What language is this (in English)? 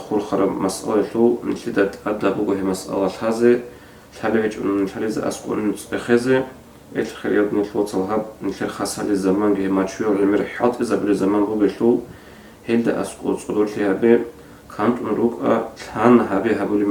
Avaric